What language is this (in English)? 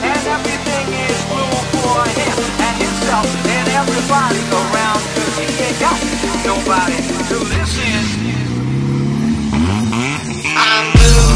English